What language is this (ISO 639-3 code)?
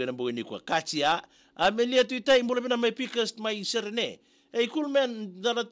fij